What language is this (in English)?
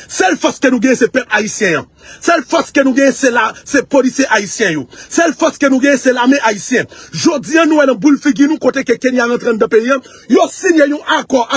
Haitian Creole